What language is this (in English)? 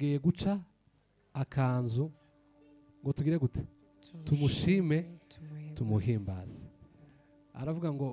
Kinyarwanda